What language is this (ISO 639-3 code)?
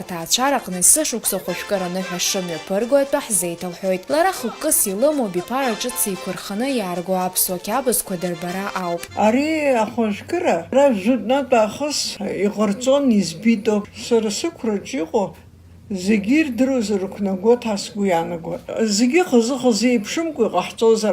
abk